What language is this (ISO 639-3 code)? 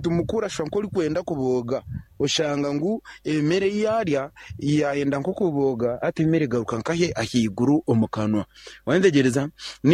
nyn